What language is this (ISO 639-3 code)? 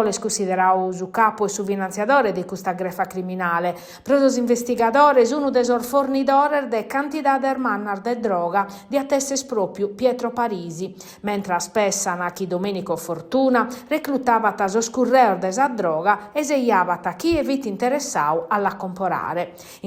srd